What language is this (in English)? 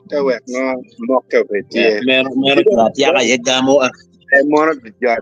Acoli